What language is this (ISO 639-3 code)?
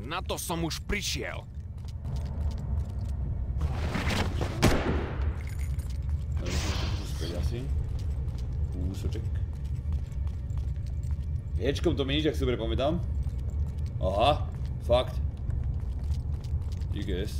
slk